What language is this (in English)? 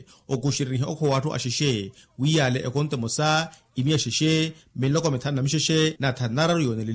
Makhuwa